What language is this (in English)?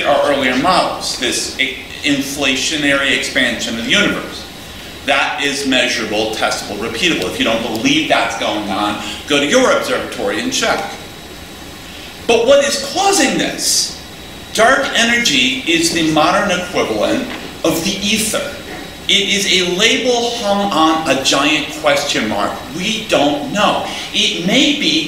English